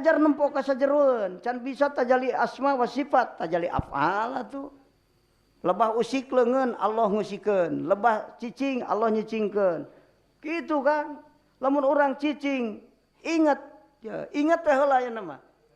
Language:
Sundanese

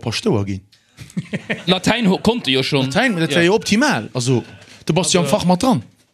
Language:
Luxembourgish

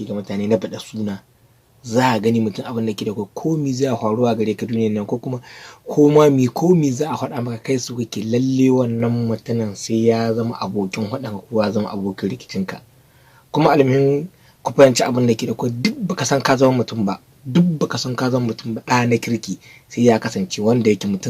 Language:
Hausa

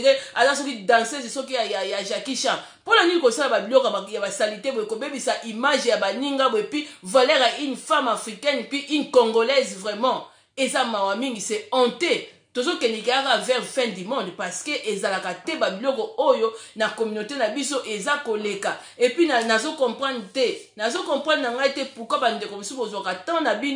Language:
Lingala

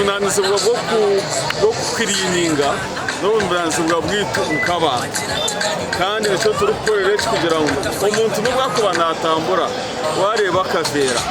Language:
Nyankole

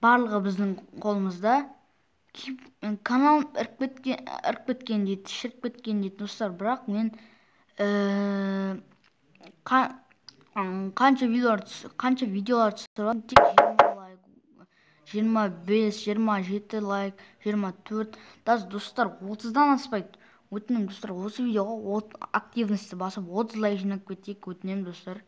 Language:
Kazakh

